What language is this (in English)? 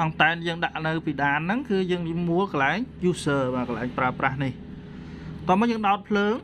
Khmer